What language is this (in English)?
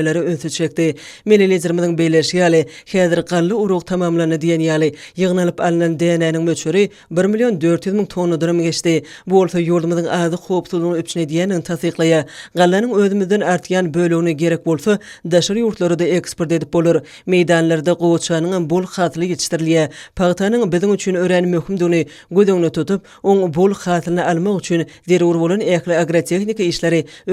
Turkmen